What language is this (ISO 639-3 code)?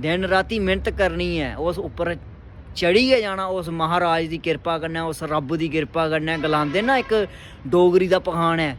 doi